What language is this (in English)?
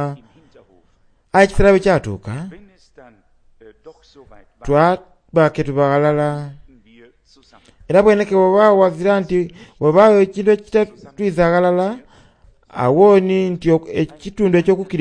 Soga